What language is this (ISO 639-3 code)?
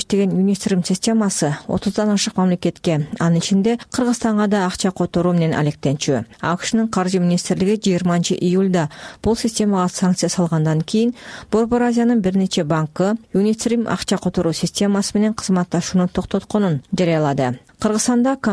kir